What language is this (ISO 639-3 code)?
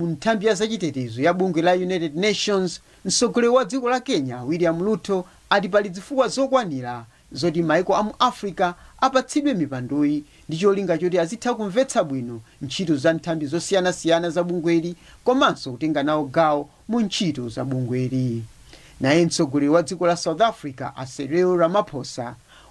nya